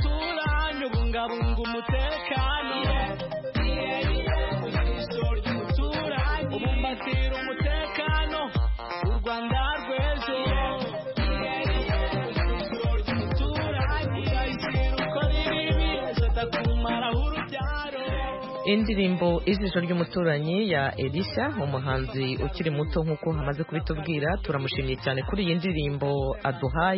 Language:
Kinyarwanda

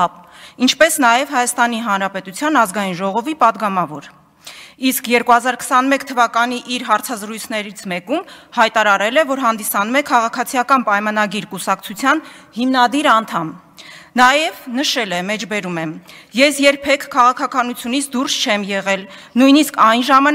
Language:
Armenian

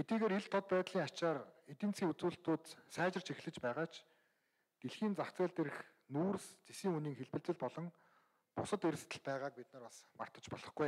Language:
Mongolian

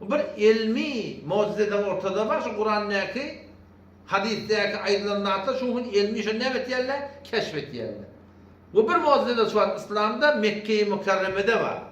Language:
Turkmen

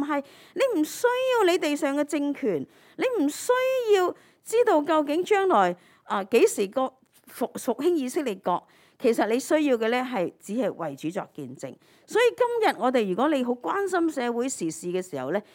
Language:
Cantonese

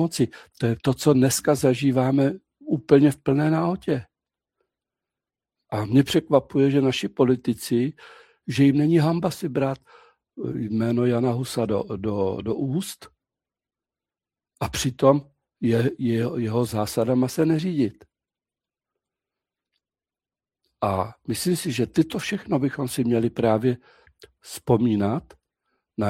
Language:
Czech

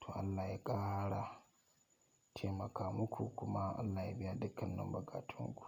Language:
Hausa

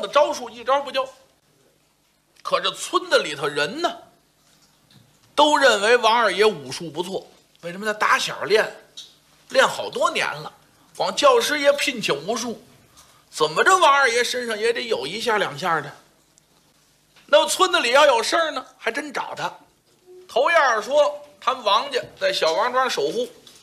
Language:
Chinese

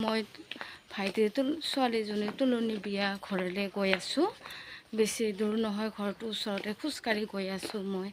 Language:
Assamese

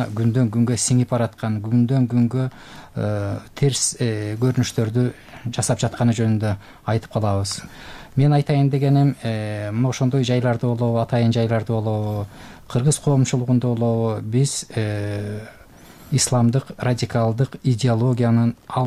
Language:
Kyrgyz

